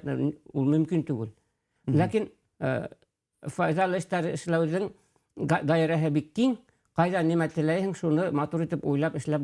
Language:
Bashkir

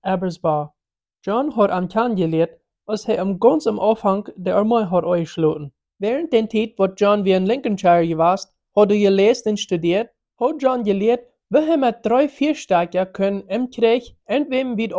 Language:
Plautdietsch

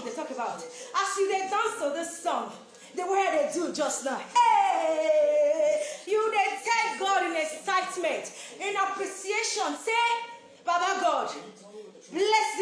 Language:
Nigerian Pidgin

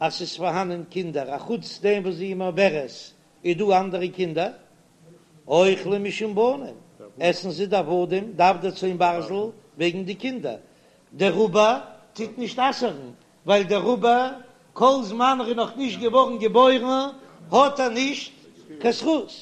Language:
Yiddish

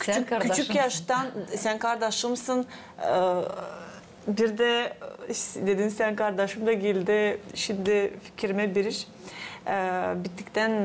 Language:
Gagauz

